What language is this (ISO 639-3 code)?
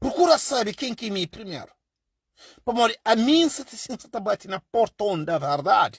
kea